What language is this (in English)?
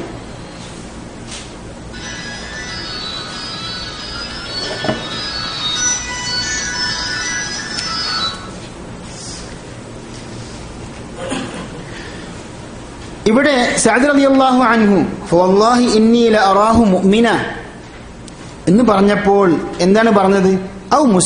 Malayalam